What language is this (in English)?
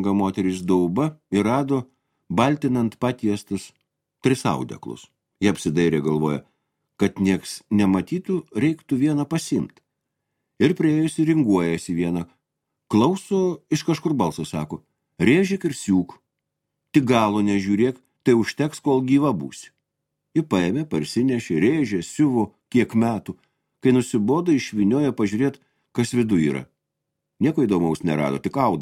Lithuanian